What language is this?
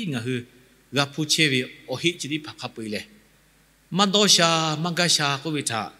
Lahu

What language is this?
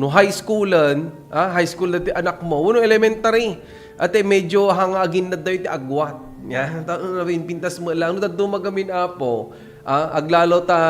Iloko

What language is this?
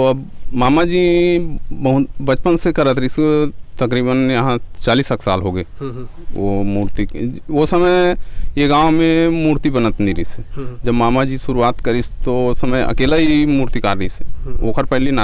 Chhattisgarhi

